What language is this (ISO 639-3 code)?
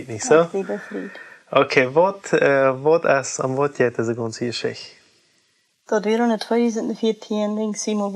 pdt